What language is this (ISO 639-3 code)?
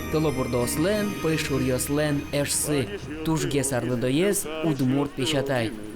udm